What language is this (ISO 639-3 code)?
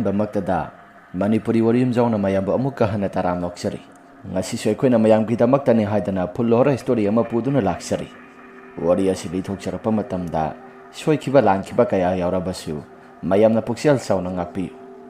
mni